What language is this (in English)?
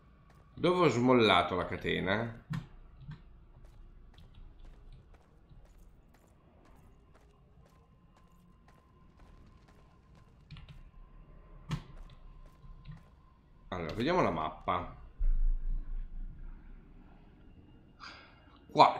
Italian